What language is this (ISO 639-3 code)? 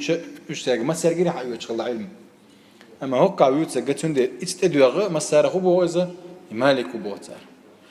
che